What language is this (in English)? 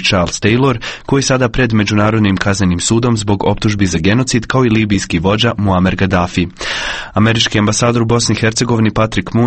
Croatian